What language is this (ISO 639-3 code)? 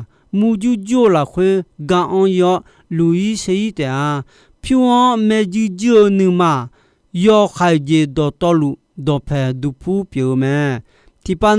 ahk